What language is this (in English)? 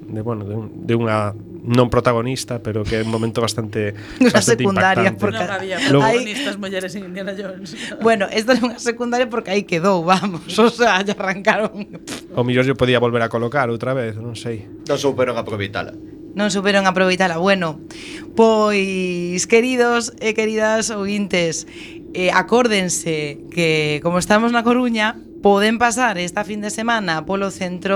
Galician